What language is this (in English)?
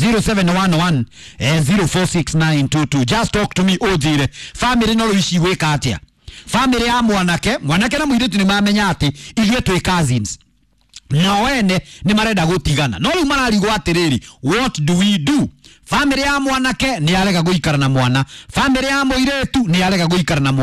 Kikuyu